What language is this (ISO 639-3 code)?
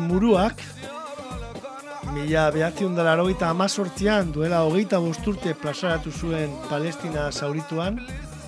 eus